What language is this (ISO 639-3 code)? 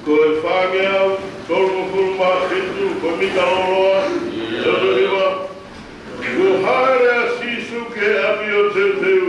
ton